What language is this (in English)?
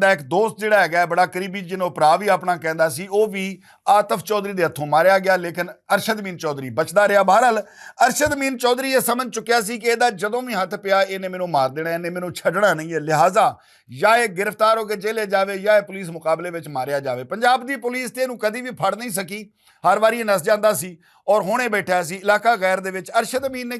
Western Panjabi